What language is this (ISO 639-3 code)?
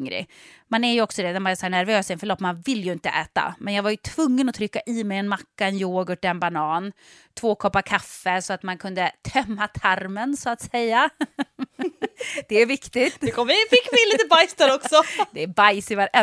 swe